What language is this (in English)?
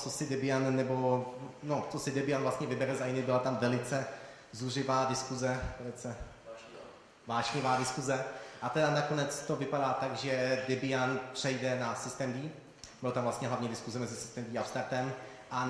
Czech